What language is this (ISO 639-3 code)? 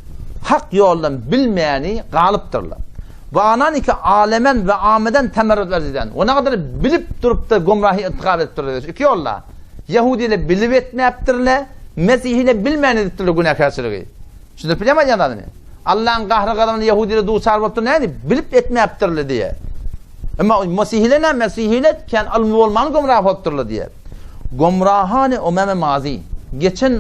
tuk